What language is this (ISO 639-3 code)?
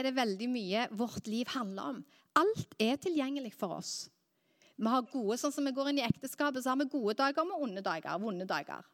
nor